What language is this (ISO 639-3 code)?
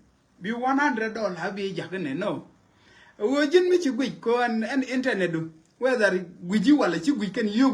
nus